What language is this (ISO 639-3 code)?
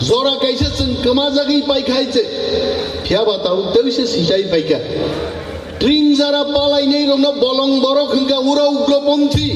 trp